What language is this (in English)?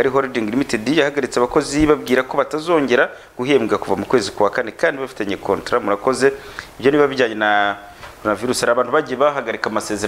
Kinyarwanda